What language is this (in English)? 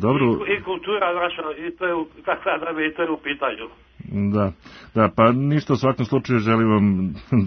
Serbian